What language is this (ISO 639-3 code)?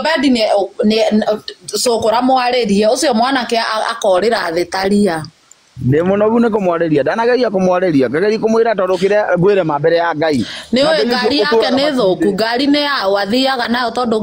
kik